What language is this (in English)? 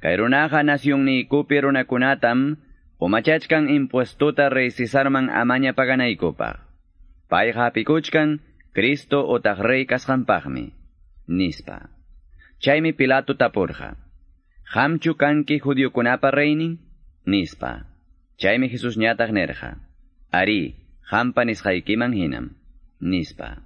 Quechua